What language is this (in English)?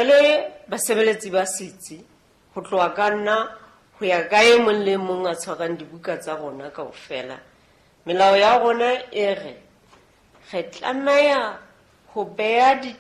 Southern Sotho